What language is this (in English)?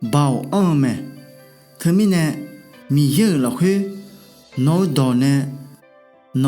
Akha